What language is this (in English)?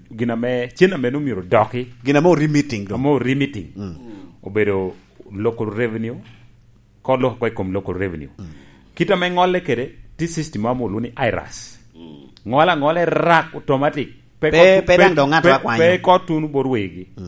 Lango (Uganda)